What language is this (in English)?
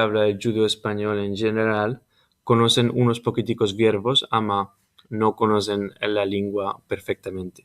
Ladino